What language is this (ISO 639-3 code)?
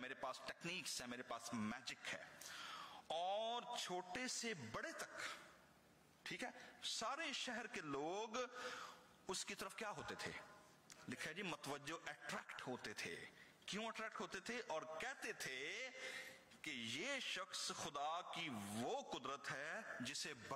urd